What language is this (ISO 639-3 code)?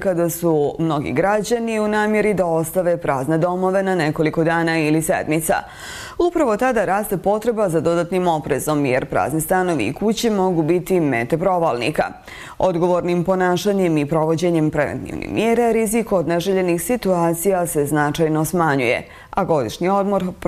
bos